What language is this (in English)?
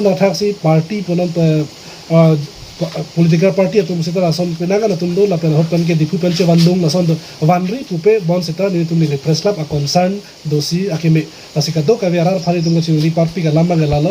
Karbi